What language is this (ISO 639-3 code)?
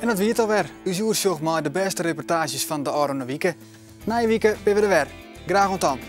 fry